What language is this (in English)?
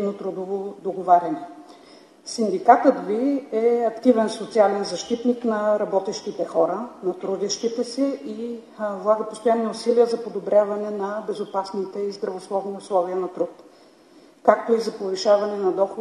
Bulgarian